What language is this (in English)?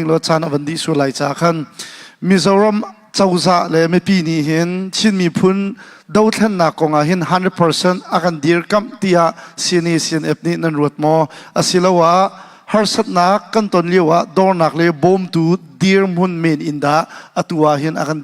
Hakha Chin